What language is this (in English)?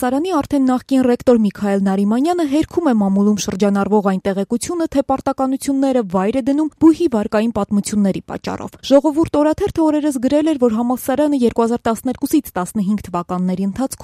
Armenian